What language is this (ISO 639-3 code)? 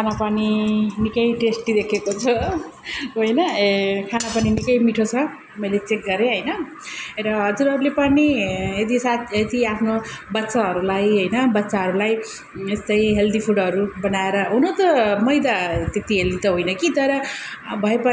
nep